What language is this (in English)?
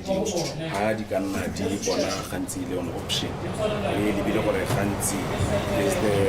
Tswana